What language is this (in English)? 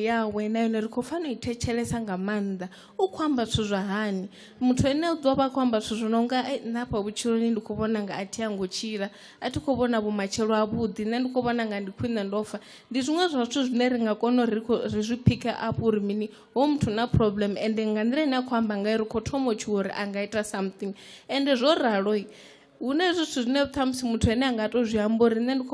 Venda